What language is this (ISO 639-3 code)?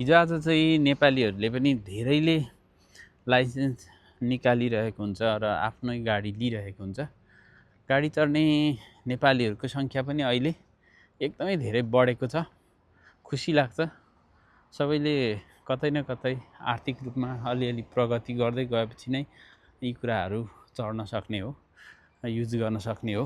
nep